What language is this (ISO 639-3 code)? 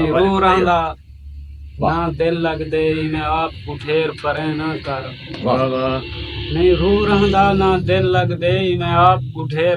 skr